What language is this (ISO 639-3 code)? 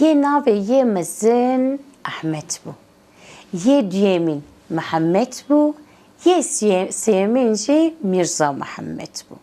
kur